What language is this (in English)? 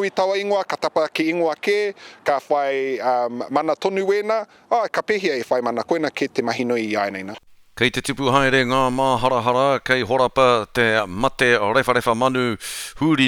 Māori